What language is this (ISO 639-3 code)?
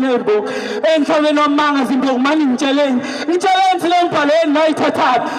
zul